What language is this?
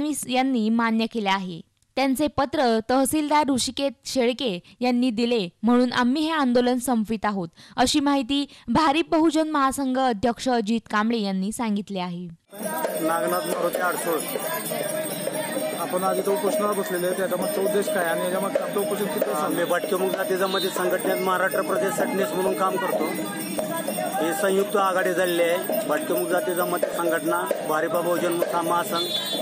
Marathi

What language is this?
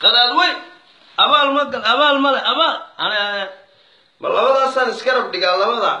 Somali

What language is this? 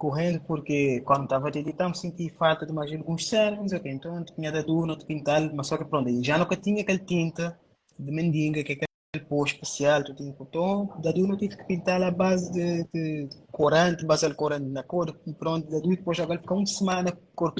Kabuverdianu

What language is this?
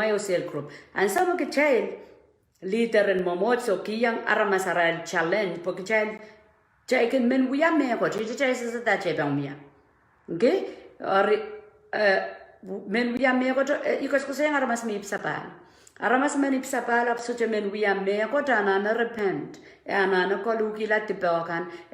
Pohnpeian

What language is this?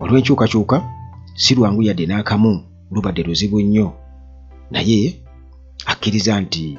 Ganda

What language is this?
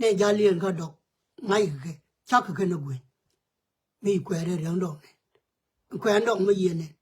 Nuer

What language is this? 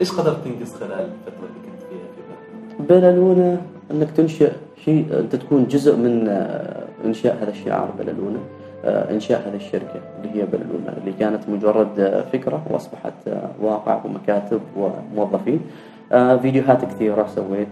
Gulf Arabic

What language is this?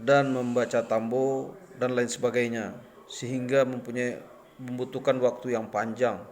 Minangkabau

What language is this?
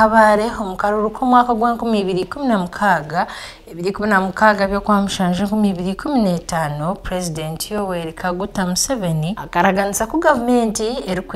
Nyankole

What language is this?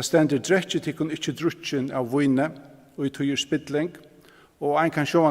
Faroese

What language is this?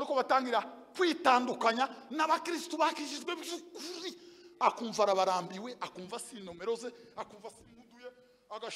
Kinyarwanda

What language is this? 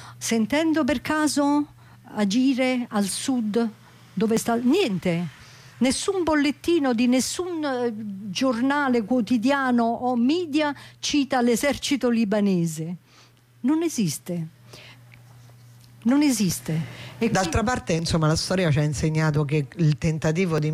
Italian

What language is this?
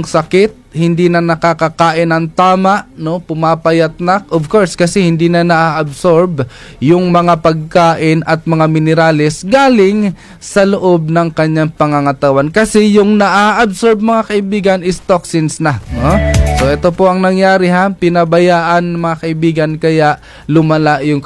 Filipino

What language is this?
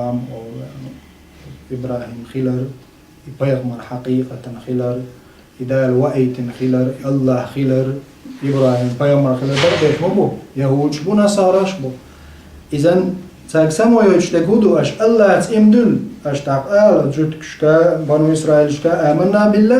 Chechen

